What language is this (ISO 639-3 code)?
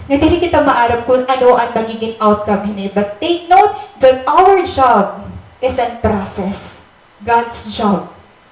war